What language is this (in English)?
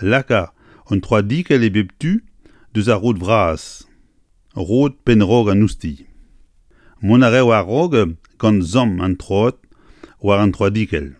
Breton